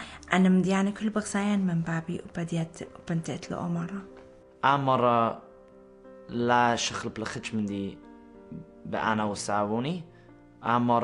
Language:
Assyrian Neo-Aramaic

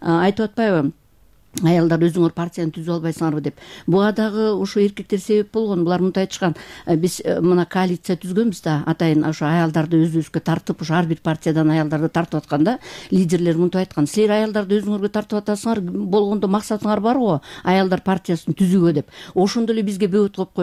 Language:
Kyrgyz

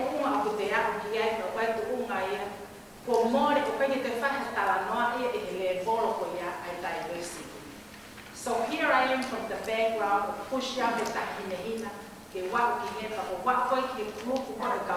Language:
Tongan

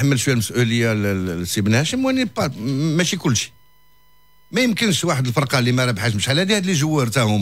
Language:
Moroccan Arabic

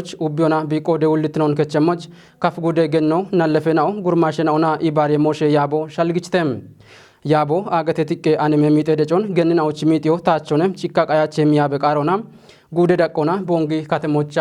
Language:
Kafa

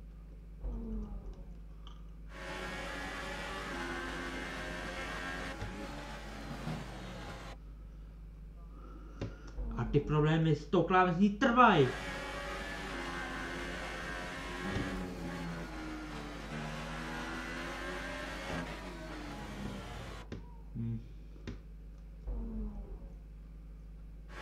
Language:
Czech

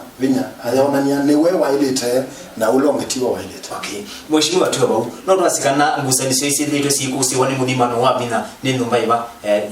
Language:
Kamba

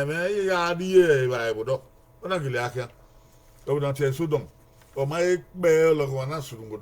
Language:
Bini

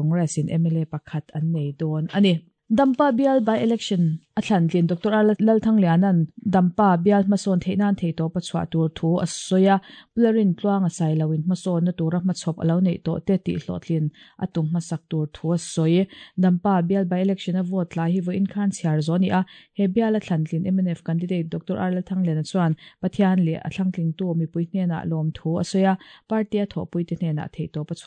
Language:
Mizo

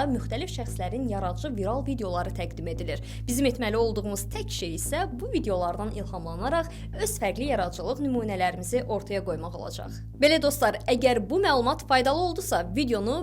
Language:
Azerbaijani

